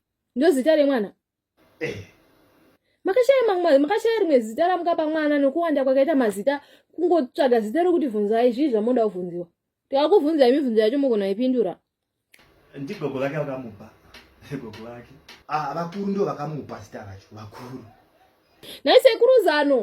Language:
Shona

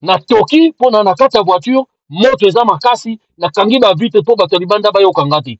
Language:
Lingala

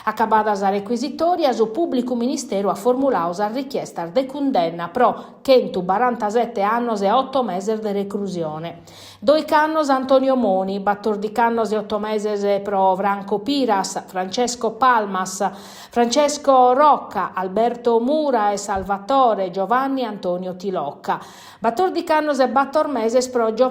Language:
Sardinian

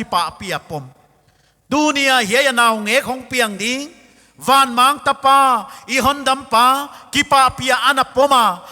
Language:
Paite Chin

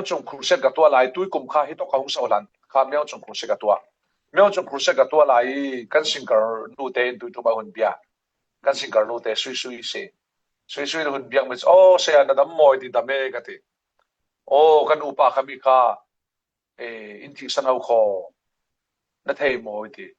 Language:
Falam Chin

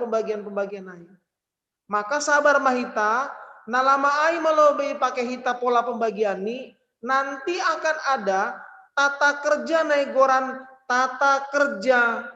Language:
Batak Simalungun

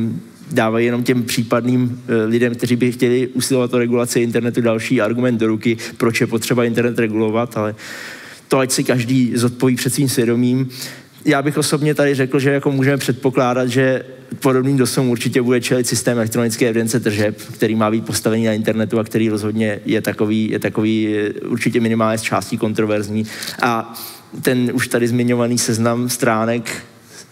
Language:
Czech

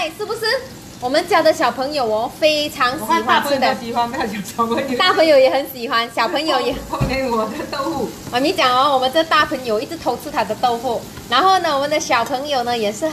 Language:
Chinese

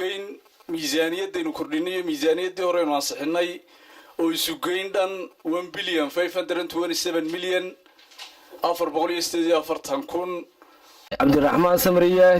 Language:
Somali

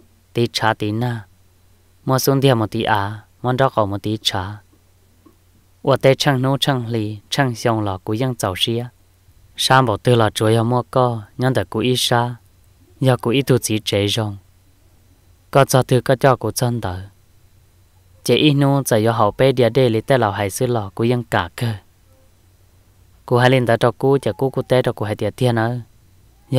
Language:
Vietnamese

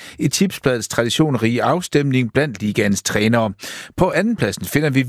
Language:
Danish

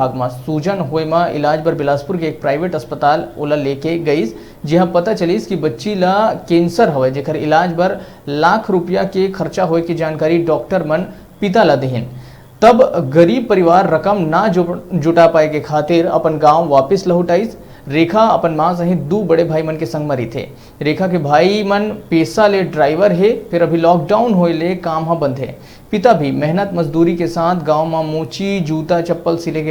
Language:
Chhattisgarhi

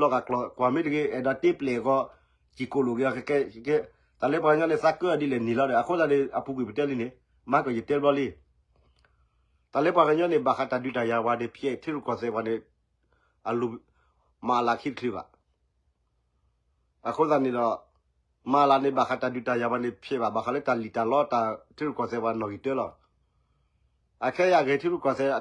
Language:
S'gaw Karen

